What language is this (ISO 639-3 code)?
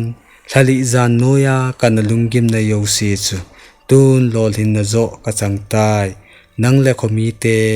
tcz